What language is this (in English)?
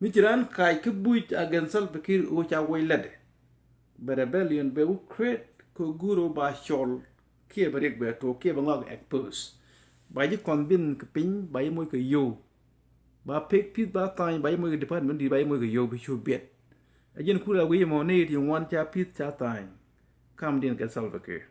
Nuer